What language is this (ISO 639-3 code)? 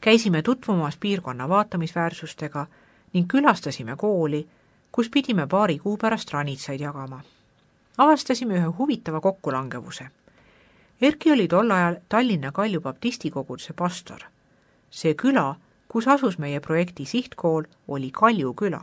est